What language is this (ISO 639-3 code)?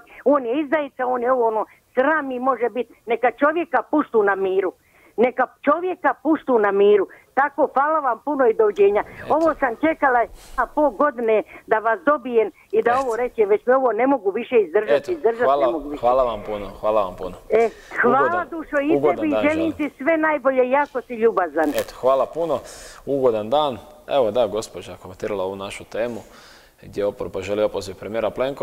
hrv